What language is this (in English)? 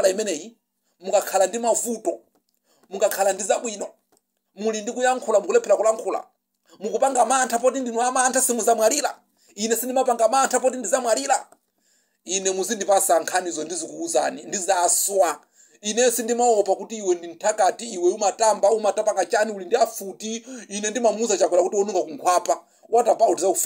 Nyanja